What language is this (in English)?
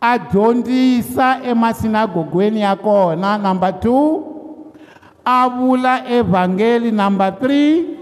Tsonga